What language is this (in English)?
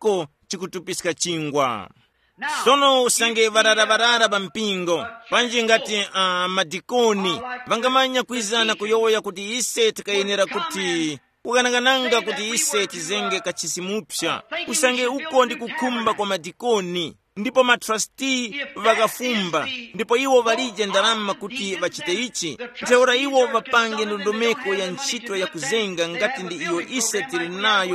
Tumbuka